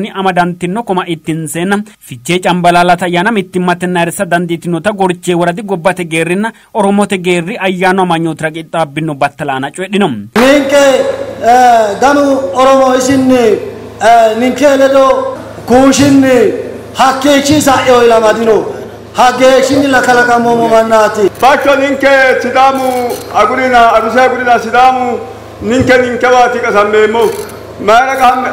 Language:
Sidamo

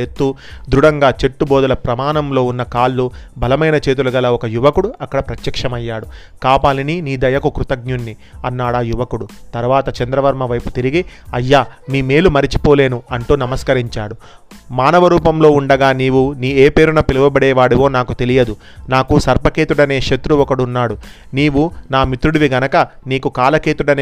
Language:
Telugu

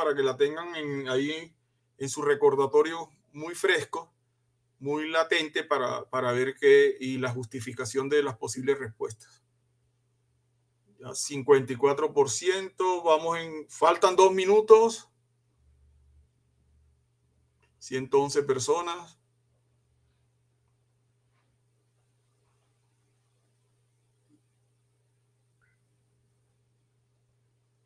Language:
Spanish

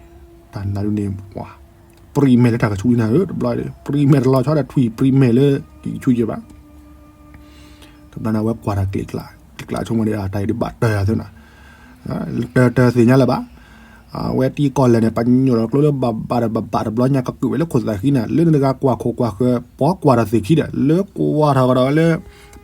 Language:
S'gaw Karen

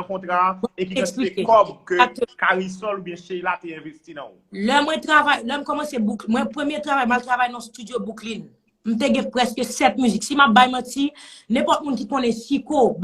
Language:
Haitian Creole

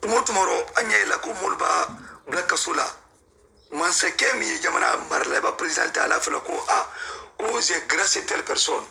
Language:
Mandingo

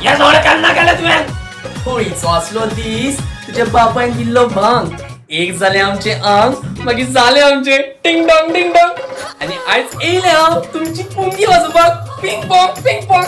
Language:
Konkani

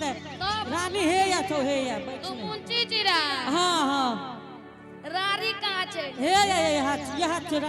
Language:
Angika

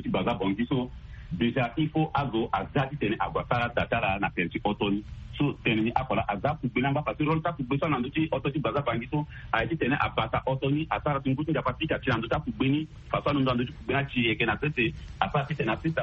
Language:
Sango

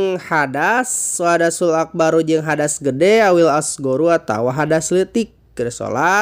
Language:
Sundanese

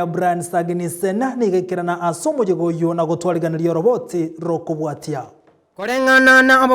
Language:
Gusii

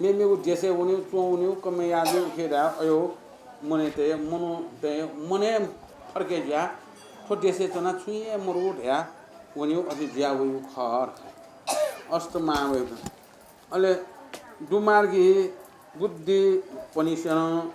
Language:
Newari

